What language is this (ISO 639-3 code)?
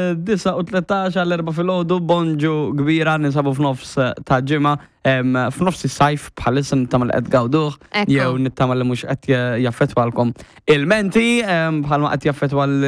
mlt